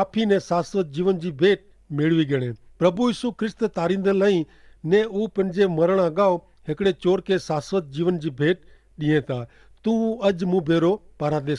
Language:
Kachhi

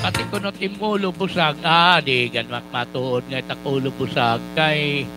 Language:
Waray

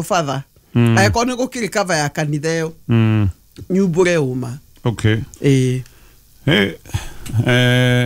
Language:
Kikuyu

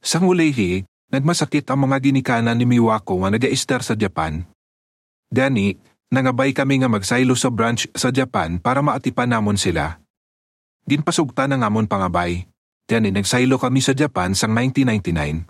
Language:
Hiligaynon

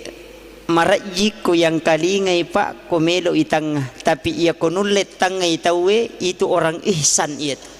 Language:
Buginese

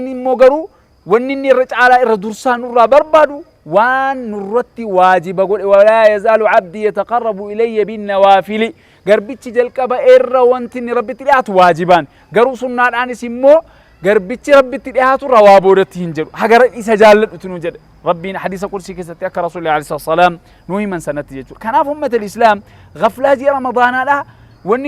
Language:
Oromo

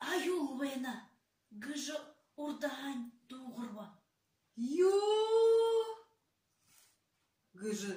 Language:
Buriat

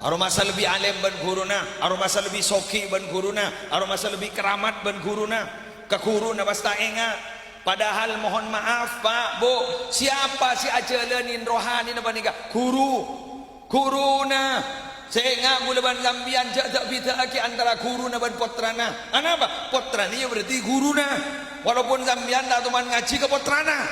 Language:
Madurese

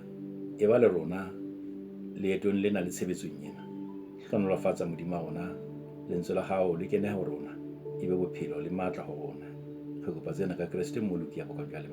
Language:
Southern Sotho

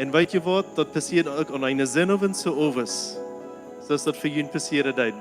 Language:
Plautdietsch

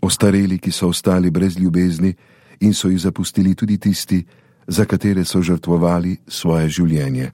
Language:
Slovenian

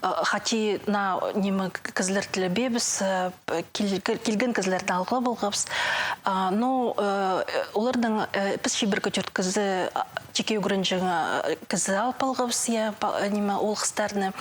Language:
Khakas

